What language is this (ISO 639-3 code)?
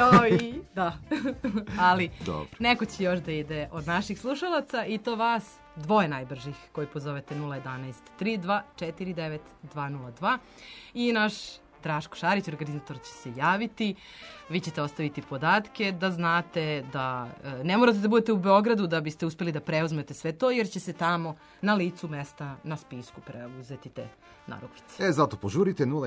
srp